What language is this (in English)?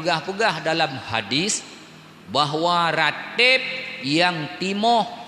Achinese